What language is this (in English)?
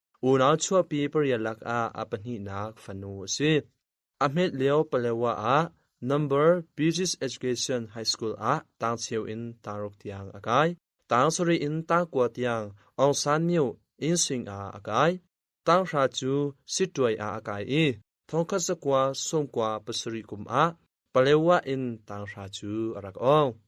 Hakha Chin